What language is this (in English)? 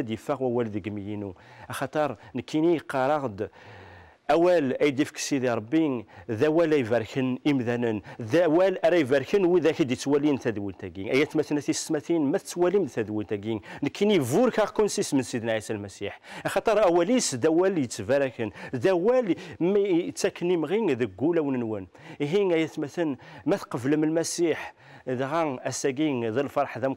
Kabyle